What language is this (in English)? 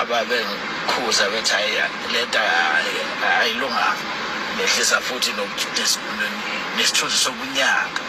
Zulu